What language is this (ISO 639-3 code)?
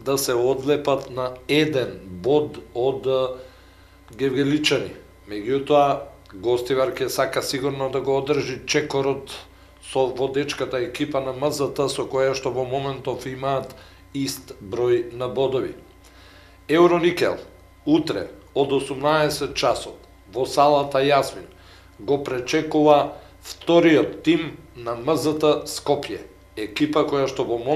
mkd